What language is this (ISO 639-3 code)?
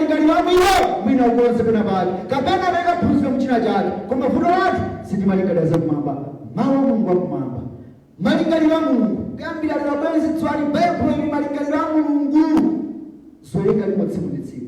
nya